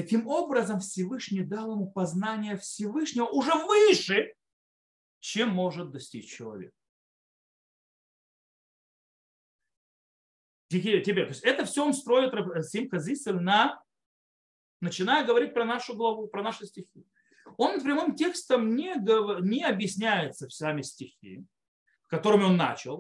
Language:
Russian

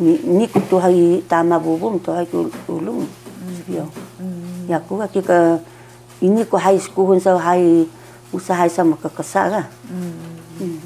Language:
Taroko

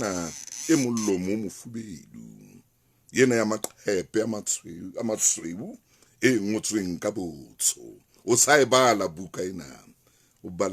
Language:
Southern Sotho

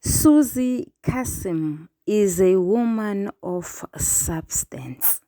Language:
Zulu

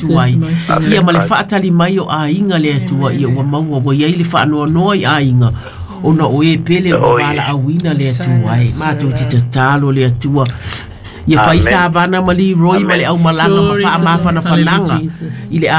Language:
Samoan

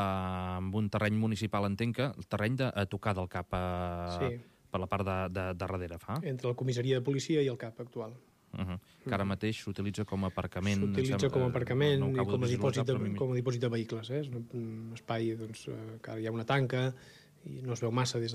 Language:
Catalan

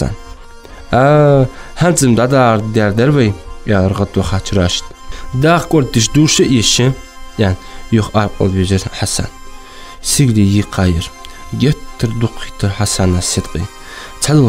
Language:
Ingush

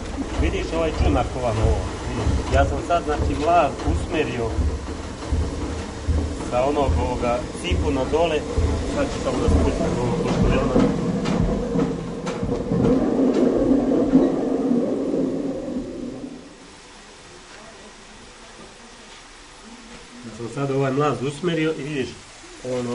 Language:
Serbian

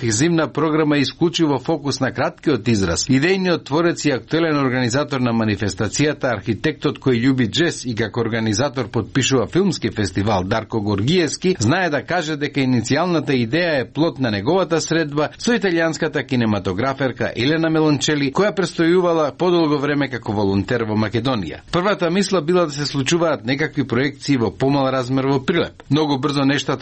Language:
Macedonian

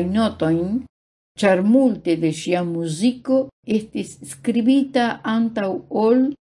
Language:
Esperanto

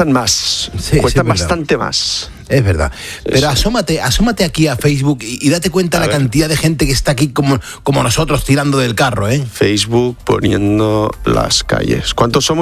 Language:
Spanish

